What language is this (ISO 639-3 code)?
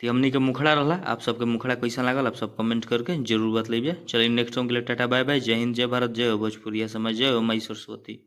bho